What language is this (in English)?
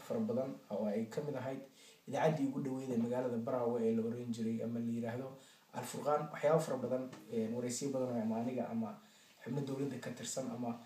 Somali